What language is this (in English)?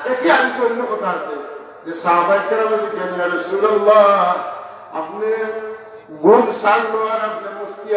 Sylheti